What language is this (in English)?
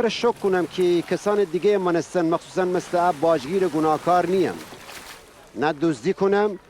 Gilaki